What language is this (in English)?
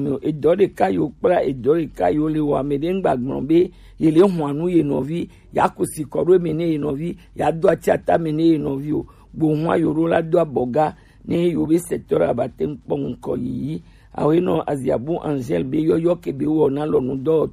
Gen